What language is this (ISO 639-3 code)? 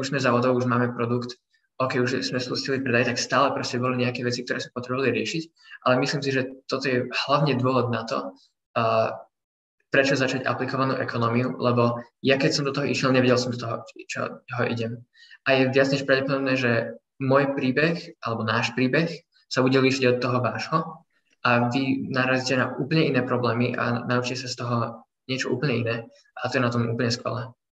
slk